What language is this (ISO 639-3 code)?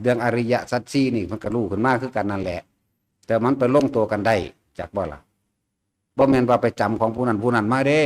tts